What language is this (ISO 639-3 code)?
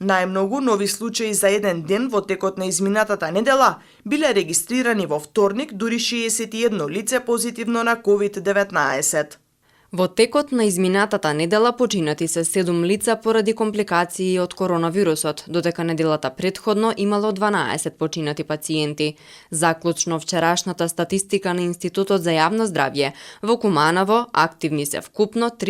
mkd